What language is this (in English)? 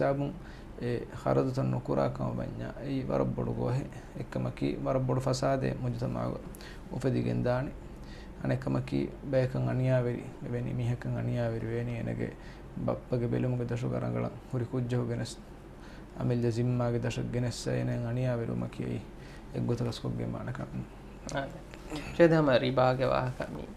Divehi